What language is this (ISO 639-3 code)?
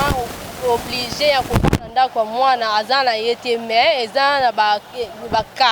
lin